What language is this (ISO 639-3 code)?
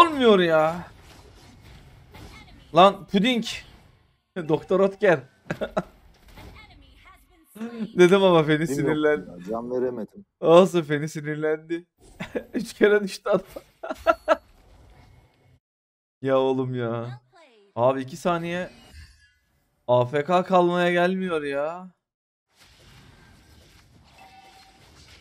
tur